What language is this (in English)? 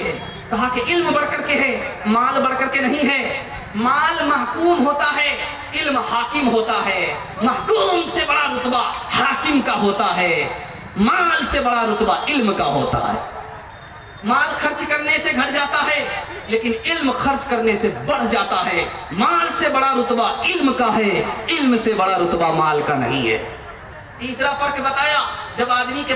Urdu